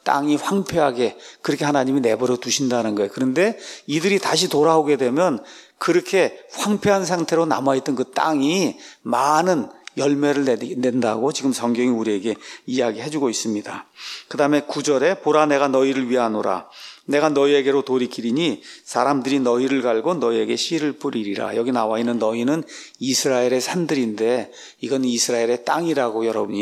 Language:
Korean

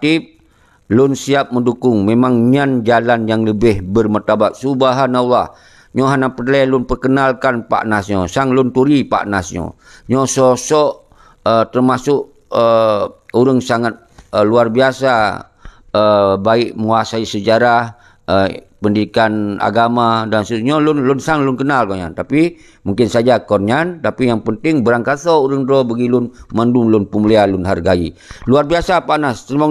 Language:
Achinese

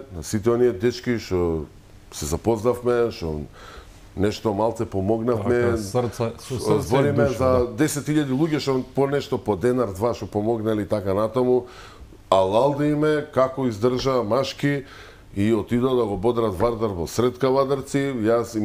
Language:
Macedonian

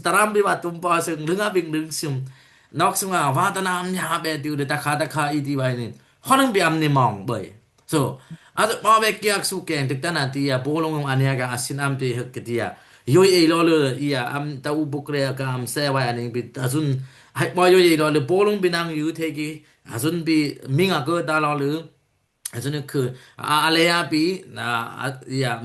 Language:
Dimasa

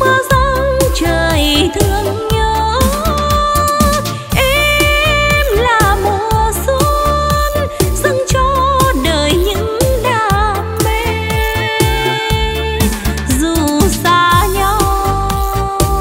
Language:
Vietnamese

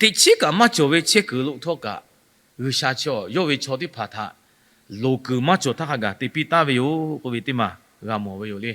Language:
Lahu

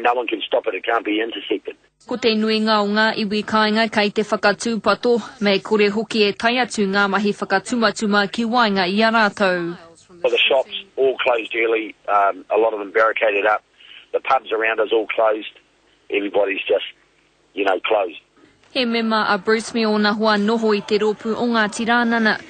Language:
Māori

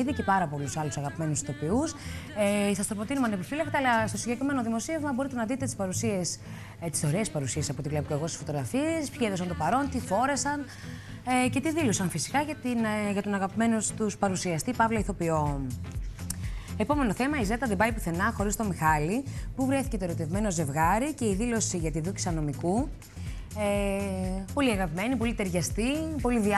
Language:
Greek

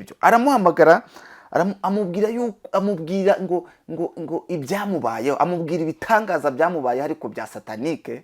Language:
Kinyarwanda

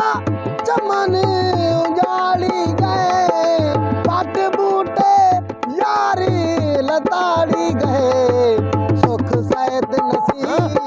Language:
Saraiki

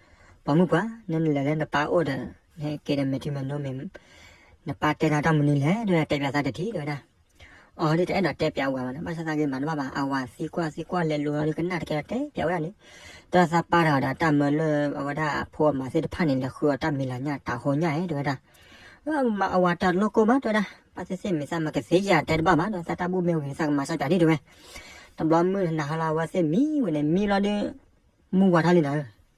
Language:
S'gaw Karen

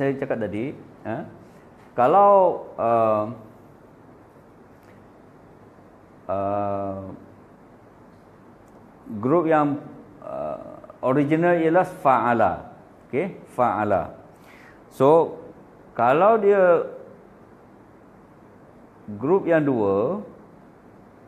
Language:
Malay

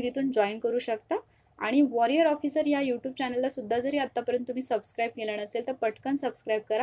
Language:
Marathi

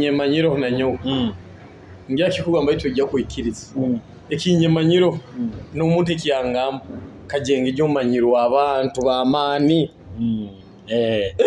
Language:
Nyoro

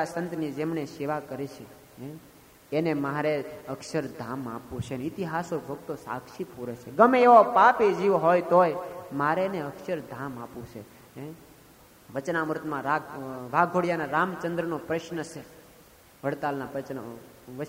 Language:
Gujarati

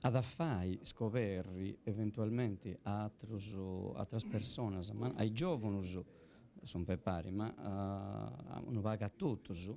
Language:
Sardinian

